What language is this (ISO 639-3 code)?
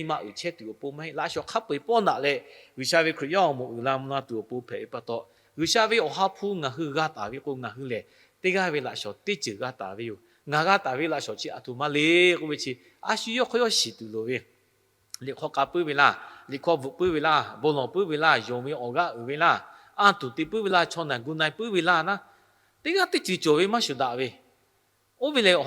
lhu